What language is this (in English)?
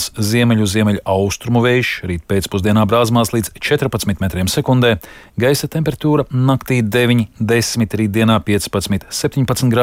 Latvian